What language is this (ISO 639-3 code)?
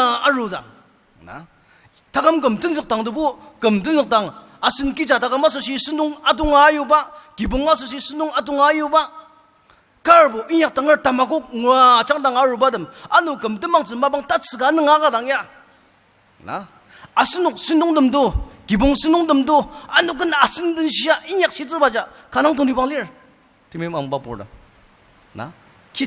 njo